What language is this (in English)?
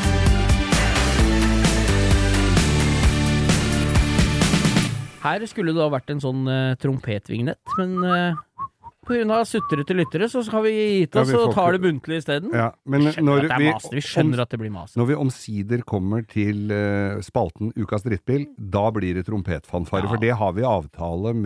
Norwegian